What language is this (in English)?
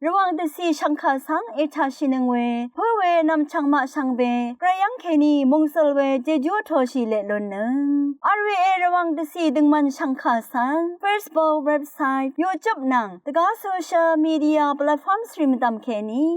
Rawang